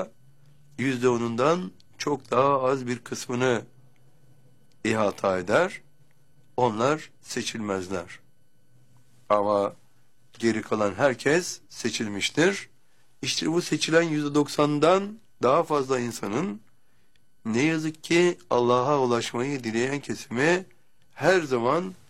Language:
Turkish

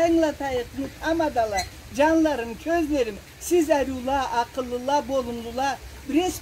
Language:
Karachay-Balkar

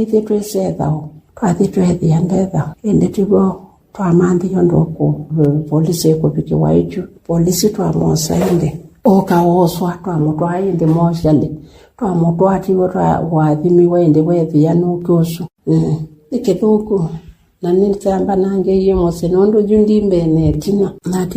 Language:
Kamba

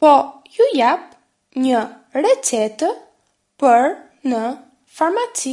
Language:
Albanian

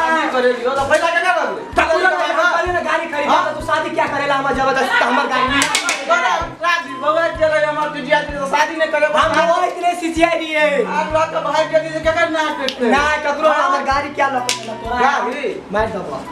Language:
Maithili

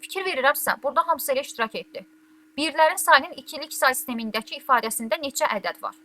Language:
Azerbaijani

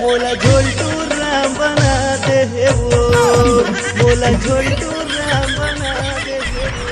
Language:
Chhattisgarhi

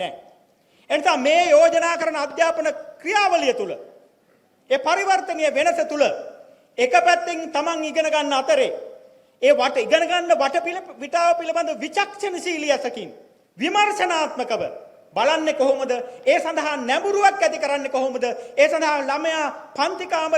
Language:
Sinhala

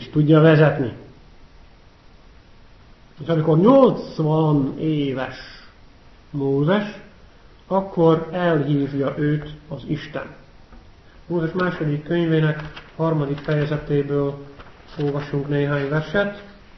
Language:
Hungarian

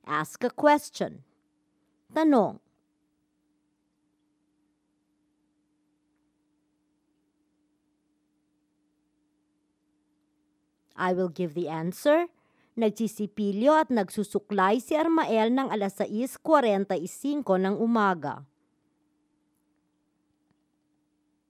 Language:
Filipino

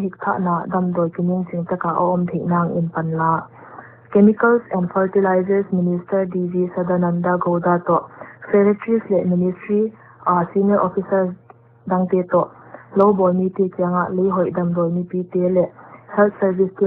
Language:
Paite Chin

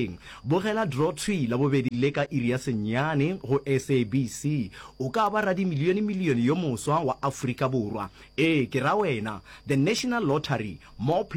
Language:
Northern Sotho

